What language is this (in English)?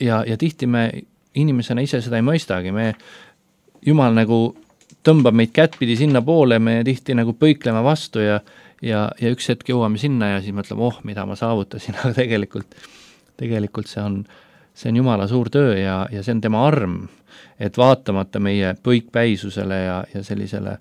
Estonian